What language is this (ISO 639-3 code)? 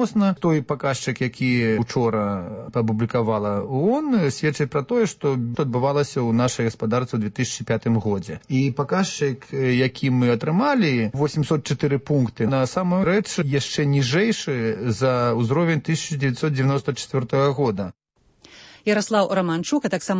bel